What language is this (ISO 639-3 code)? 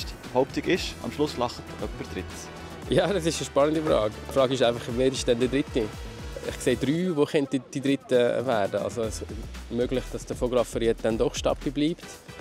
gsw